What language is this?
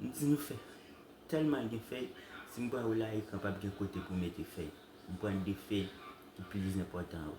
Haitian Creole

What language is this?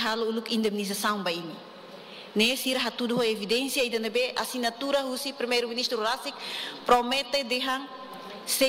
Tetum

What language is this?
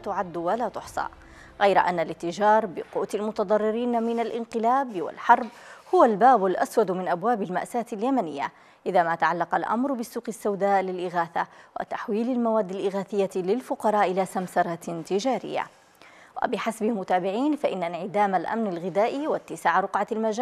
Arabic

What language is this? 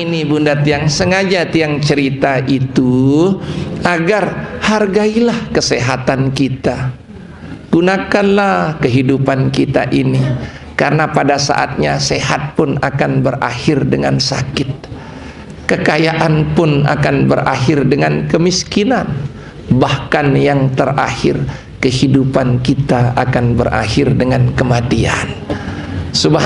Sasak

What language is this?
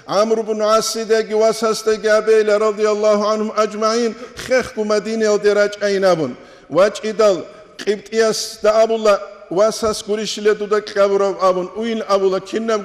Avaric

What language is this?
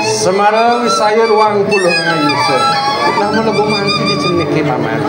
Balinese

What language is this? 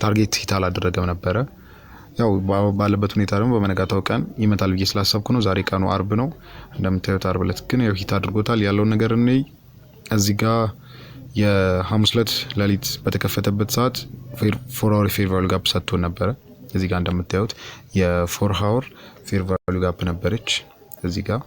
Amharic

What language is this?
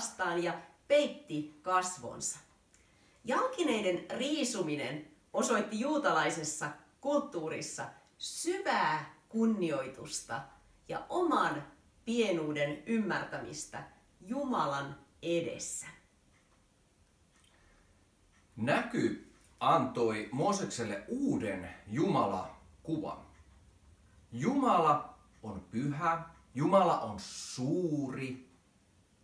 Finnish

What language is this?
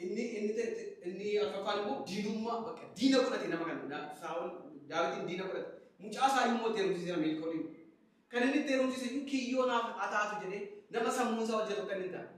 Oromo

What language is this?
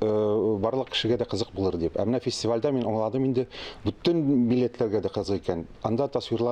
Tatar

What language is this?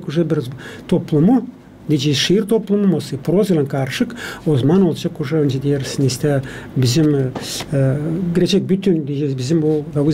Gagauz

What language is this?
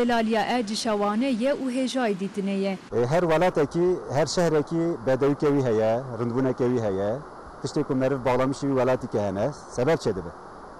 Kurdish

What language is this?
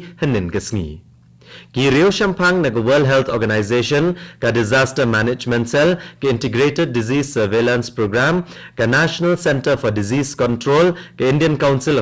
Khasi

